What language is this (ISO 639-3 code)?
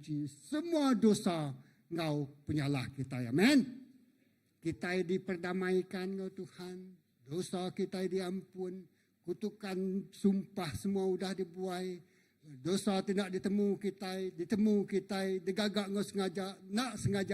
iba